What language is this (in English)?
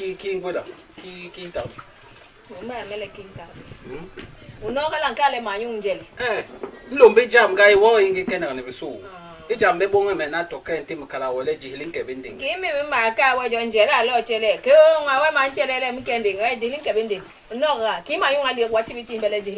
Basaa